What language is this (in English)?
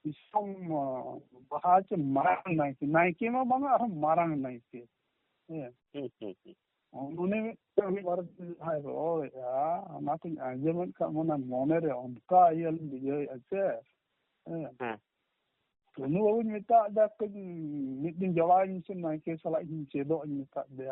Santali